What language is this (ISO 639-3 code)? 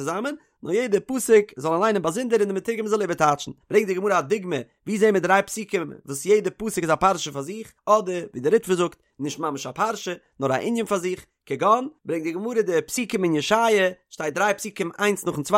yid